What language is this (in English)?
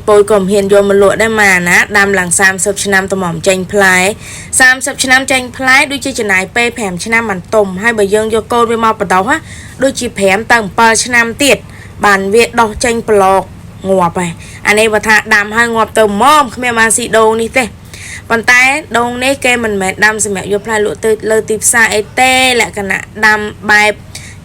Khmer